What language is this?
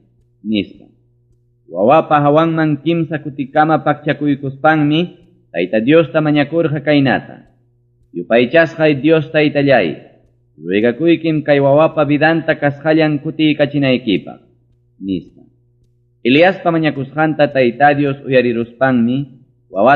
Ayacucho Quechua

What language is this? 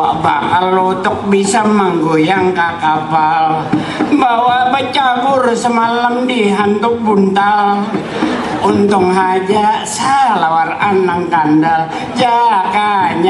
Banjar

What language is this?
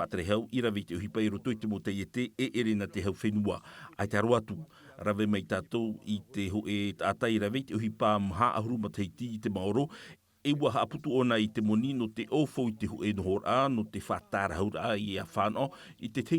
Tahitian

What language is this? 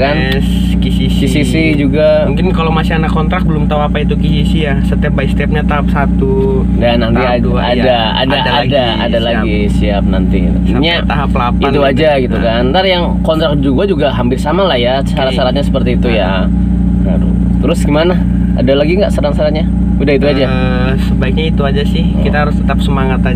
Indonesian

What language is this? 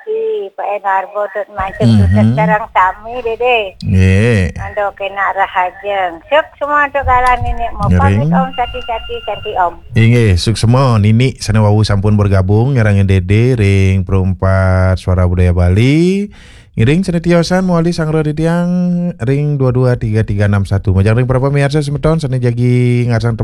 Balinese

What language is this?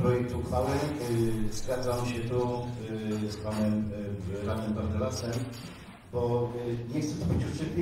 Polish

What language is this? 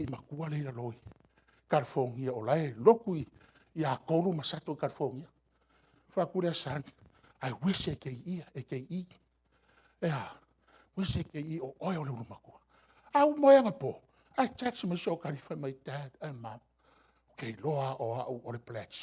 Samoan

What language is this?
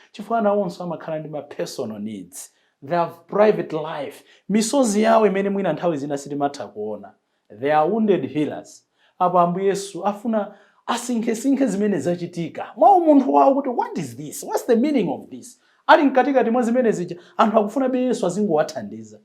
Nyanja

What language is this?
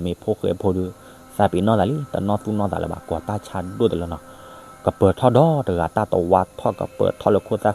S'gaw Karen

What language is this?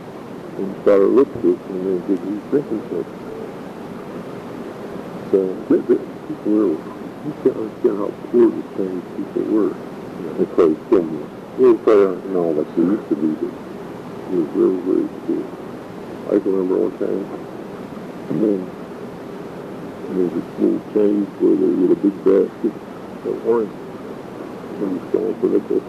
English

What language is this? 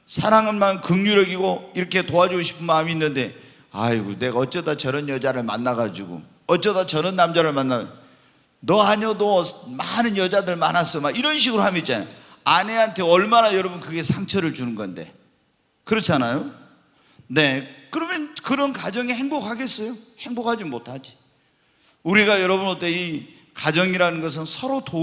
Korean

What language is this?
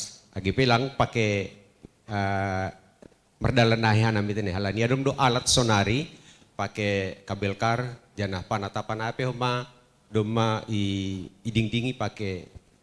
Batak Simalungun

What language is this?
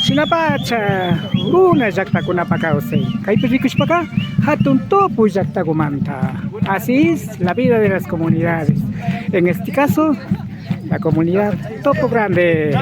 Imbabura Highland Quichua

